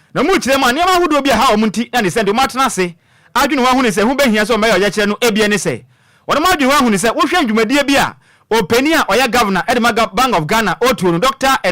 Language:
Akan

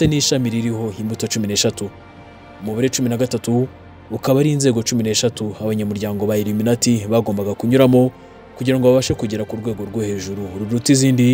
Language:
Kinyarwanda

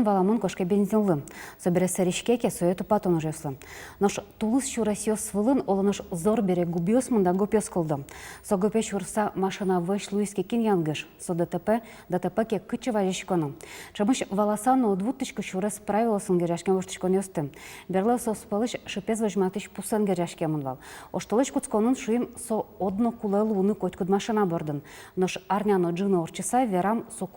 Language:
Udmurt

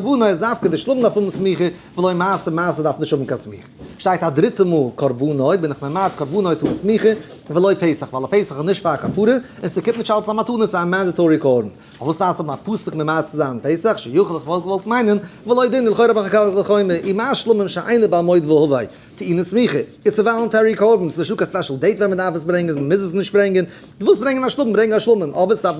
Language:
Yiddish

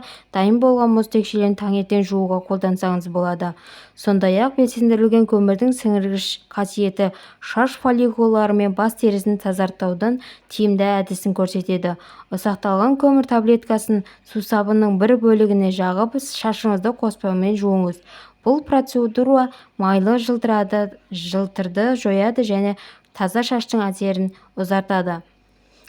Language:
Kazakh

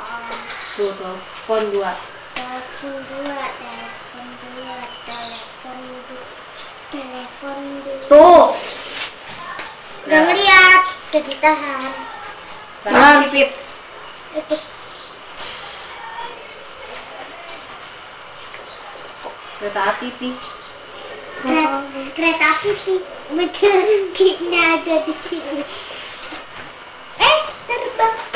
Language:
Indonesian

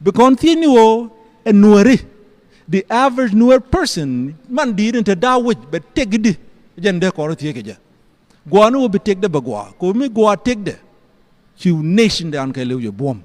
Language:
Nuer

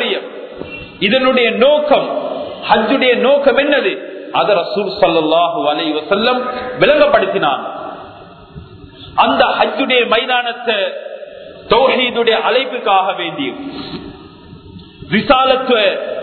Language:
Tamil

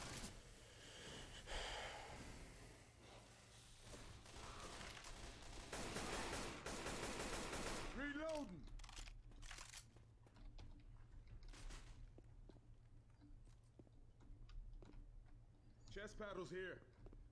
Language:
English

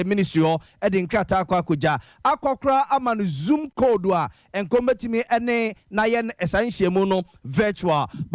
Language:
Akan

